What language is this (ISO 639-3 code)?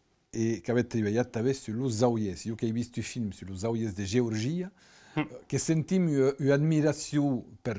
oci